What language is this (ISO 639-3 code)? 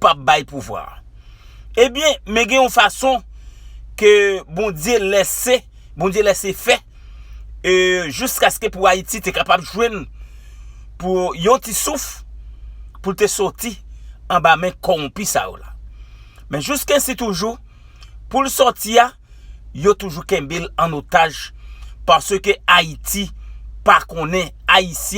hat